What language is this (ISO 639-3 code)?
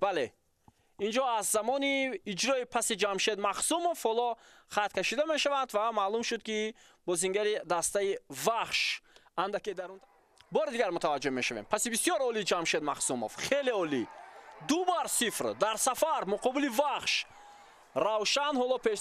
tgk